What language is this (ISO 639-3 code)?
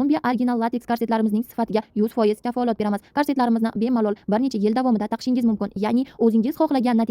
uzb